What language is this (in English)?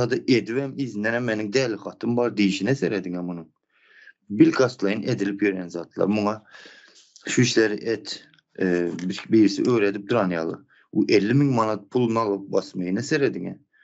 Turkmen